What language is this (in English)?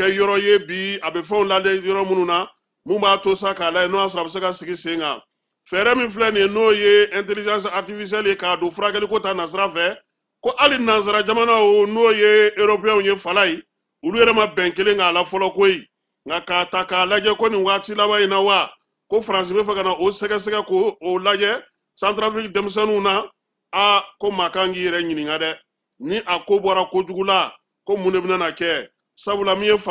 Bambara